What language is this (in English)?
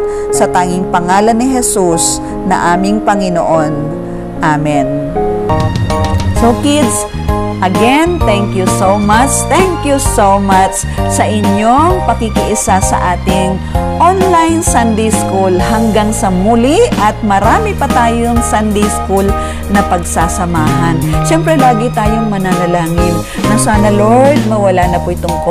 Filipino